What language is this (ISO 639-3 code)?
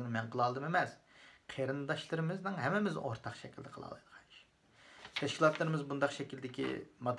uig